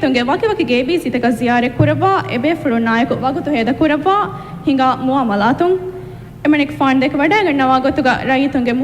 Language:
Divehi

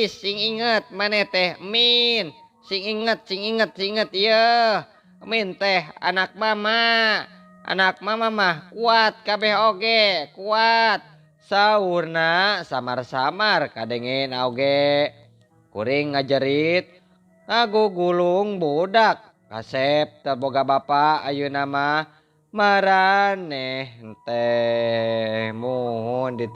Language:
Sundanese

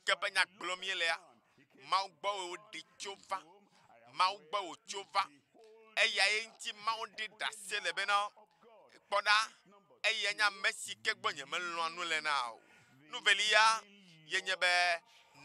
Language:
Ewe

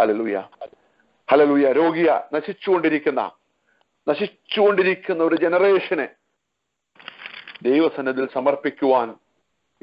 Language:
Malayalam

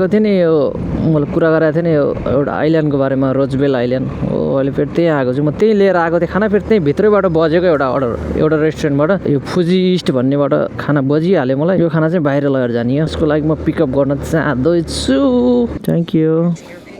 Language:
Nepali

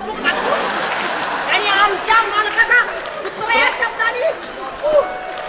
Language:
Marathi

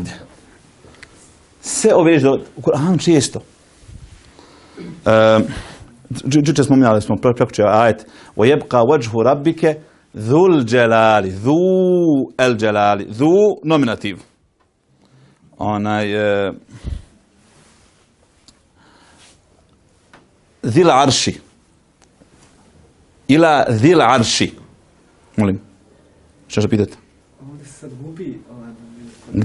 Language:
Bosnian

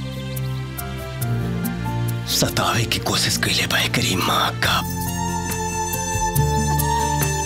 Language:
Bhojpuri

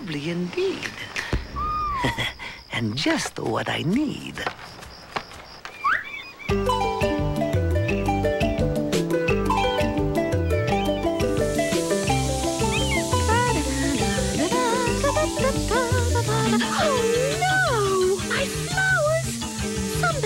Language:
English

